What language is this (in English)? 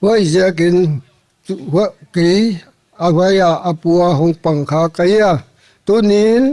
Paite Chin